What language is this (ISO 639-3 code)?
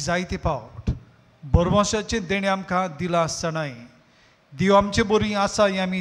kok